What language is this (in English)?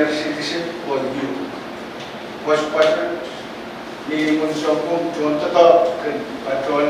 Pohnpeian